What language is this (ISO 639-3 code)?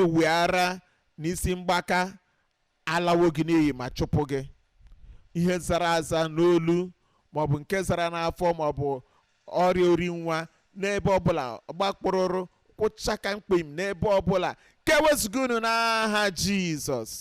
ibo